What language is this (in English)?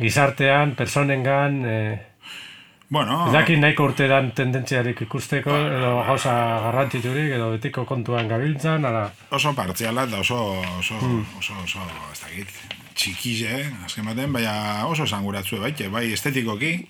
Basque